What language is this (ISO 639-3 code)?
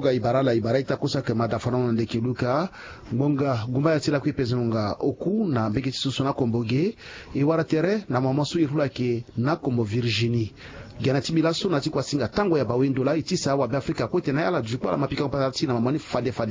sag